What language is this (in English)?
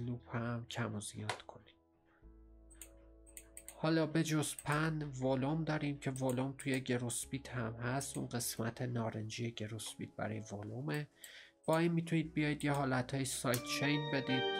Persian